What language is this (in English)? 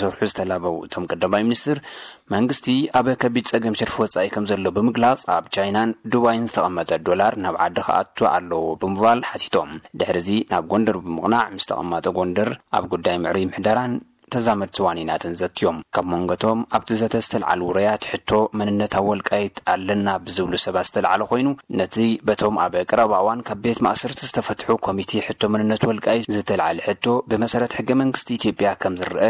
Tigrinya